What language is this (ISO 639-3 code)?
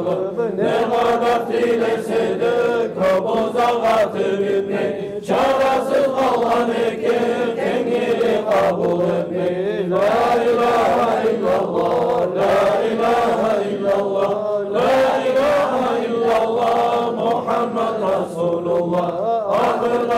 kum